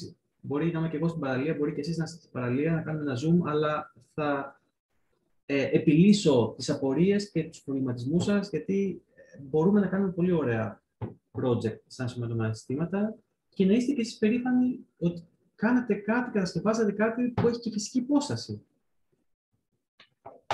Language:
Greek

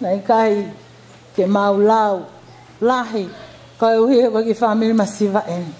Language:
Tongan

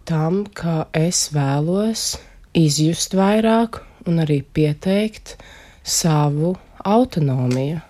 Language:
Latvian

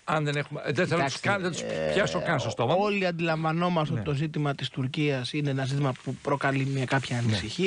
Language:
Greek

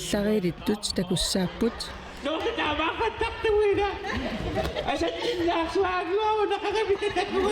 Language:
Kalaallisut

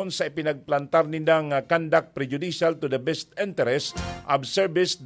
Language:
Bikol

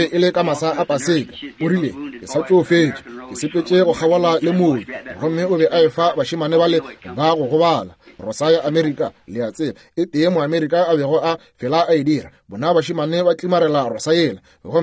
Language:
Northern Sotho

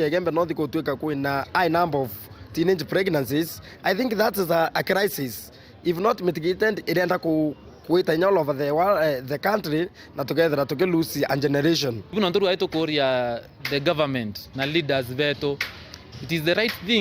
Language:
Meru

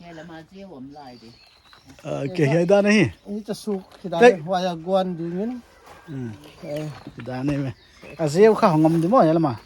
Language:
Paite Chin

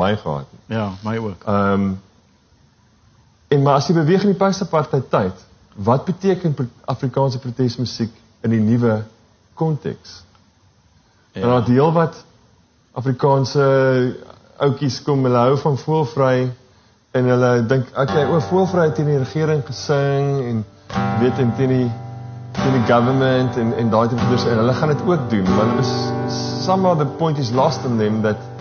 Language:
Afrikaans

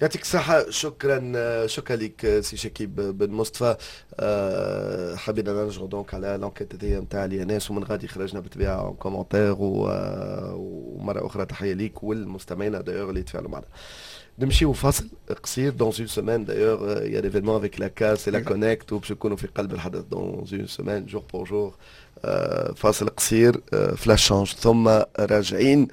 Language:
Tunisian Arabic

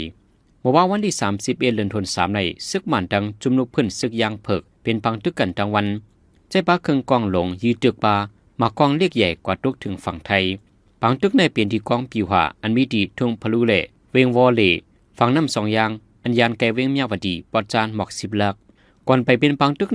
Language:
Shan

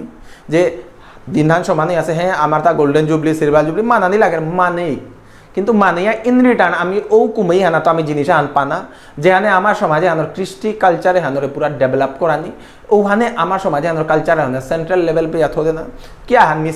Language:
Bishnupriya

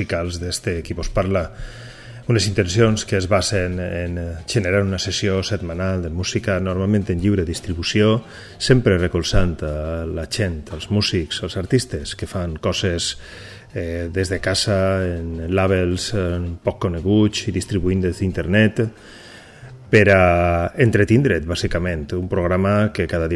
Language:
Catalan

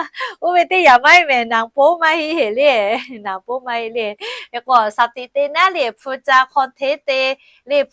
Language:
Lahu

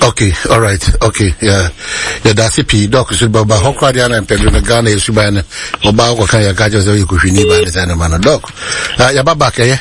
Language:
Akan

